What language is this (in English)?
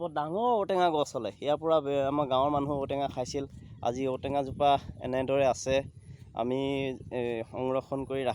Assamese